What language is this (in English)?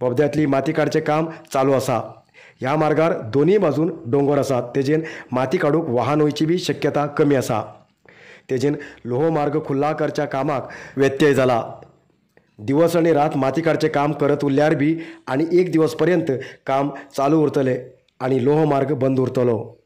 Konkani